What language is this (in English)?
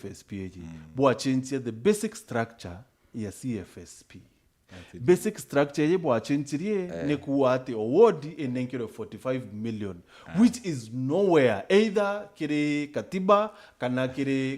Meru